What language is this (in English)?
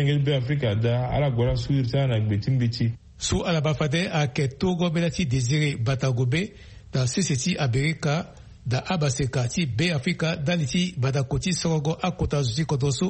Sango